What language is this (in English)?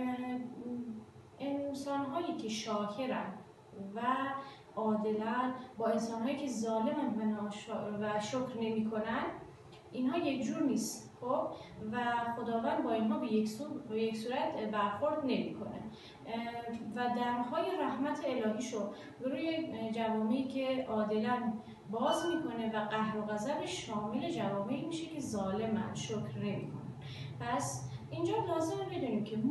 Persian